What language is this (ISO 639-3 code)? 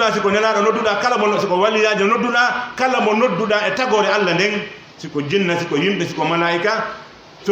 fuf